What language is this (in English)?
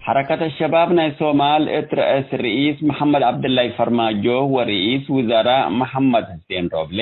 Tigre